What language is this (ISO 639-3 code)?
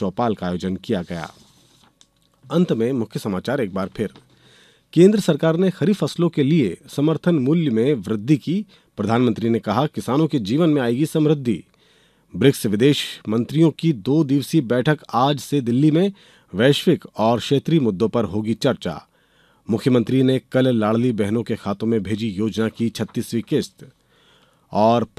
hin